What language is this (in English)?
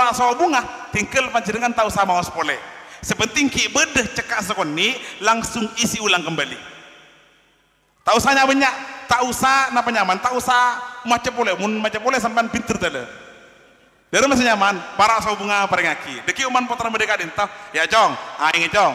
Madurese